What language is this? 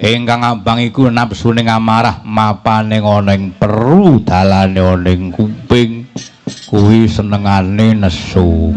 Javanese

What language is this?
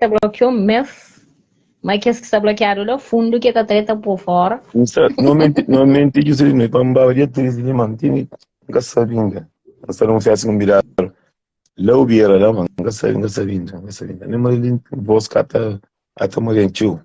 Kabuverdianu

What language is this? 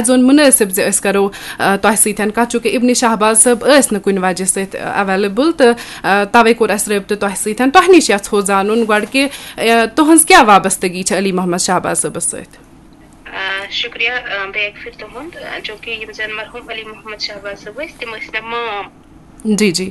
Kashmiri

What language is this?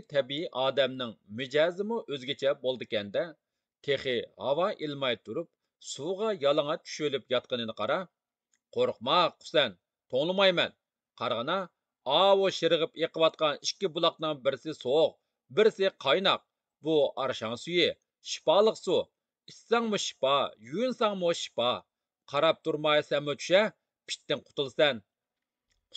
Uyghur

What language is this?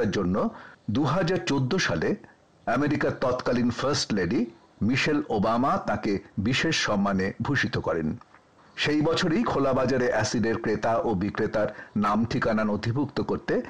Bangla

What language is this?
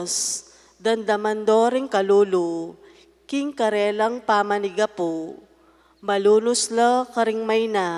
Pampanga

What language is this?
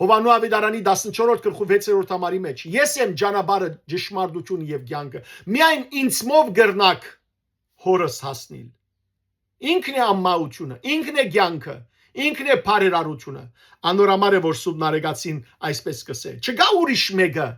Western Armenian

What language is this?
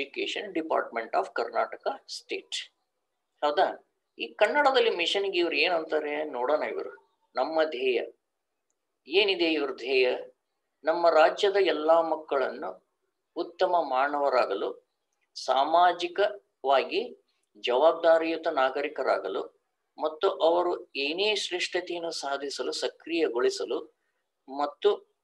Kannada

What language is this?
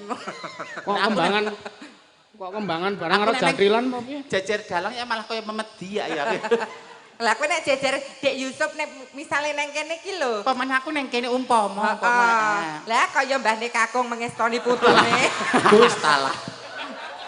Javanese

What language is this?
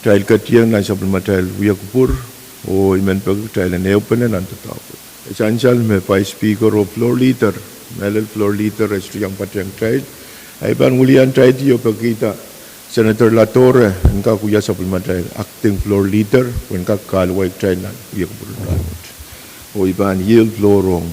Pohnpeian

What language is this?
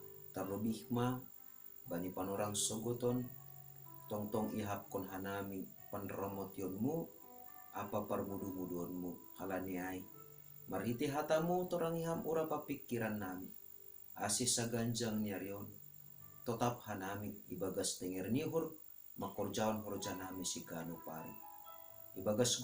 Batak Simalungun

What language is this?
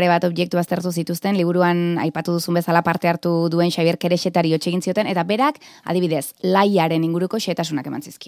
Basque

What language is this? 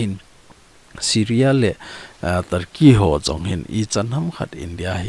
Thado Chin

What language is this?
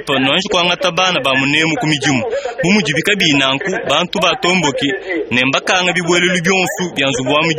Luba-Lulua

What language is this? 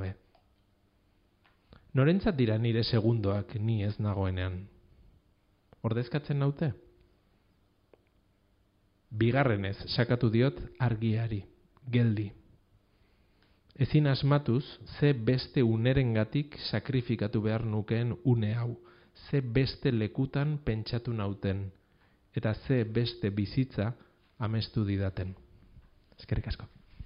Basque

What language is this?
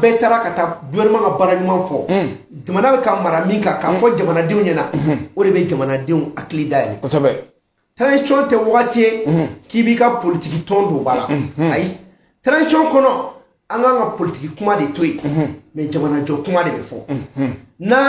Bambara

